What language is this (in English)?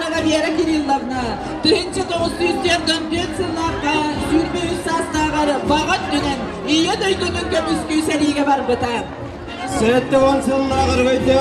Yakut